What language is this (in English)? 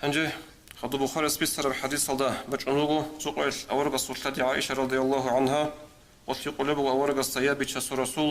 Avaric